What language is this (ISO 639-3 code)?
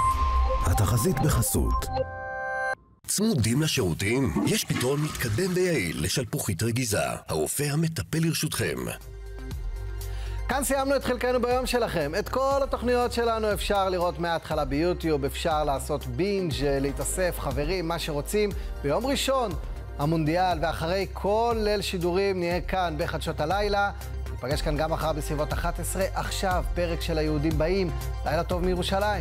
heb